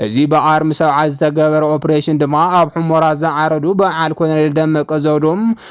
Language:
Tigrinya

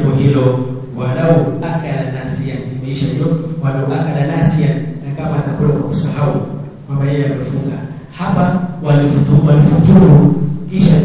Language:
Swahili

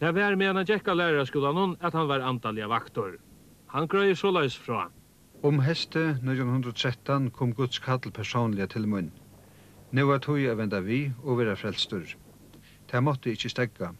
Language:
Faroese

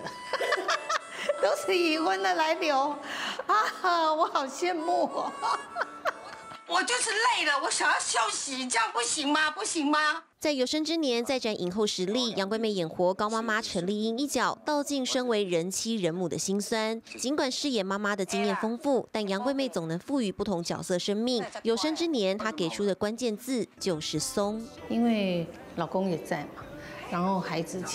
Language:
Chinese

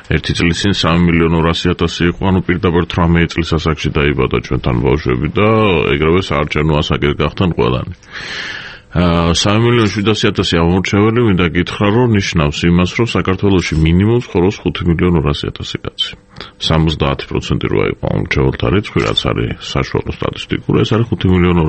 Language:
Georgian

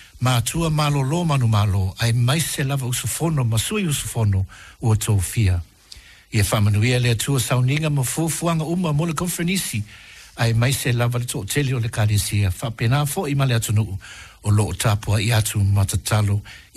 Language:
Samoan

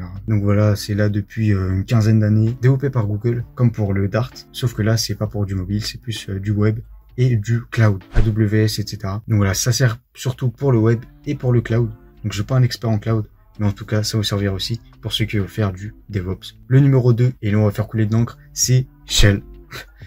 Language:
French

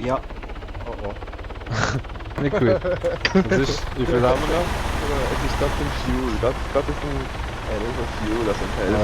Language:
Swiss German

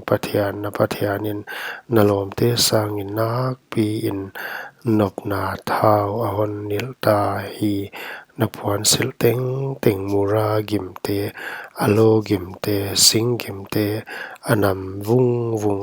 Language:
Paite Chin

